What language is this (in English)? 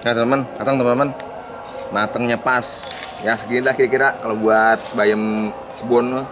Betawi